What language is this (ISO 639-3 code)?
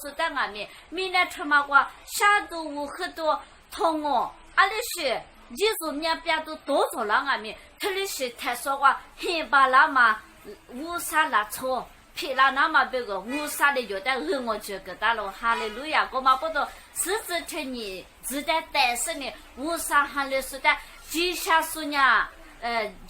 lis